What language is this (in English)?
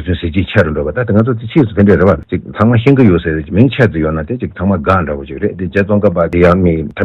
Tibetan